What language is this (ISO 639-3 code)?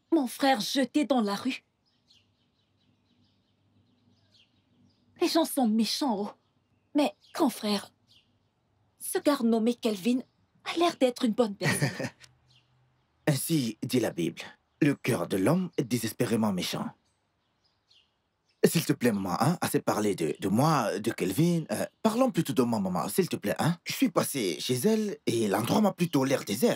fra